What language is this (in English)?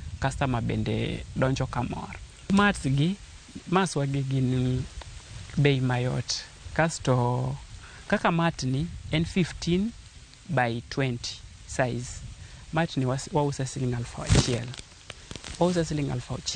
Luo (Kenya and Tanzania)